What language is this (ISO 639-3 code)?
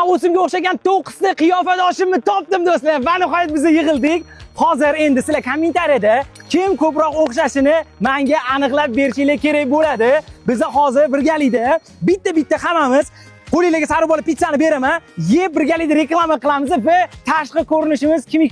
uzb